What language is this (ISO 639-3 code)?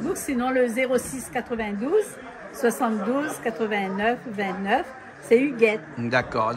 rcf